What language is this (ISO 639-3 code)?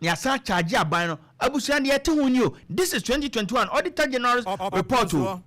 aka